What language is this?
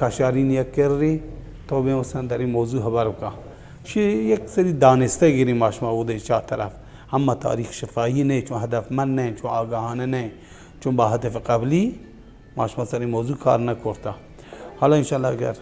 Baluchi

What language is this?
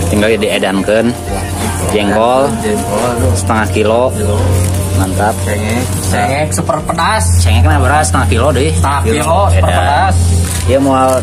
Sundanese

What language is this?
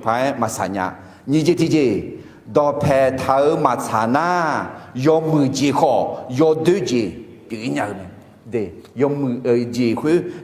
Akha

